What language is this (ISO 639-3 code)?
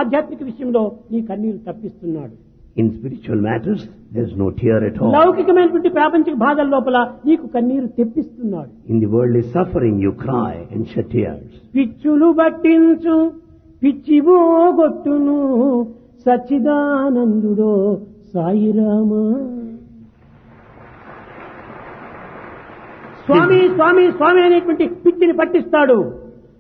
tel